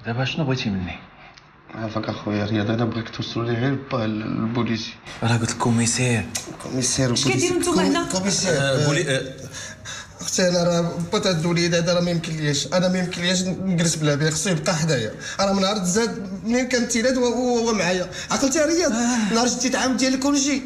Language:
Moroccan Arabic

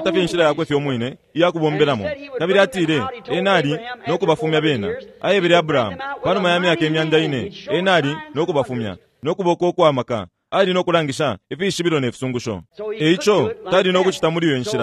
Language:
Bemba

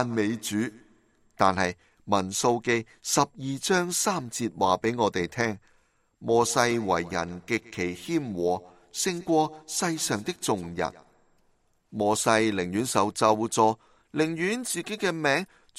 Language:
Cantonese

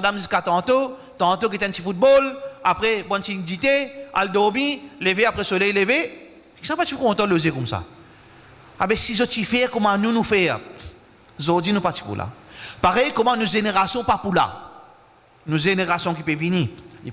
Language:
Morisyen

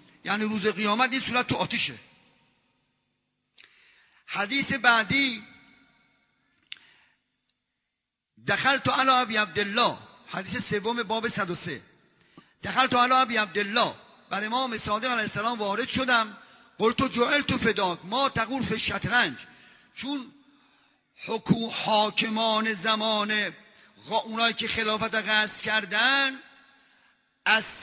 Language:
Persian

